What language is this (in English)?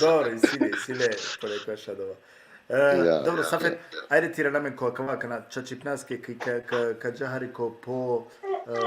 Balkan Romani